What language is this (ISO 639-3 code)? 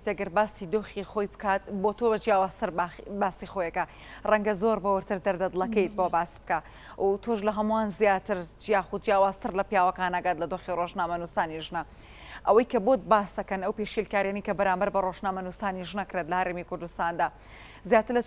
ckb